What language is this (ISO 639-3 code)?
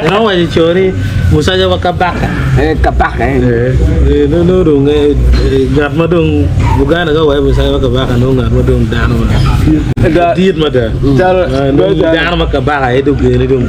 ach